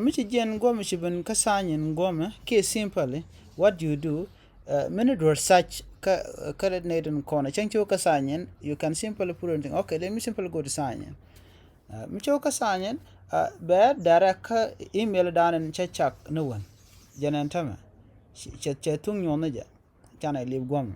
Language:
Nuer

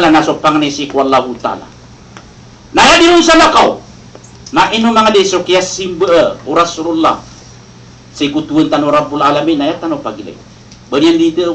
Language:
Maranao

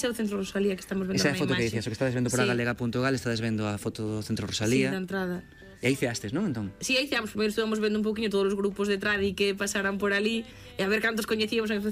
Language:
Galician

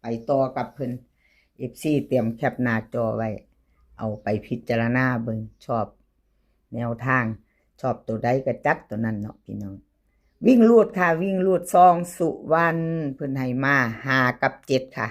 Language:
Northeastern Thai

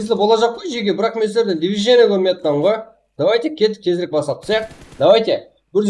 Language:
Kara-Kalpak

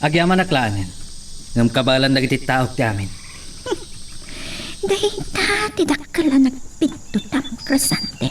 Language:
Iloko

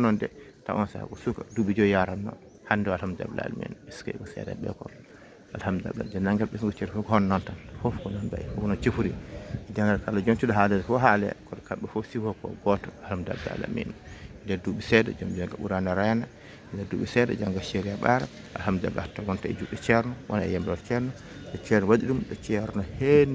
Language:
Fula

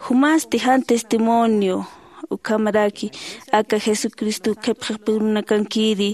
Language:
Aymara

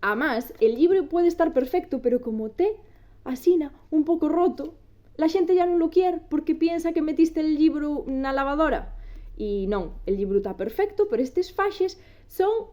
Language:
Asturian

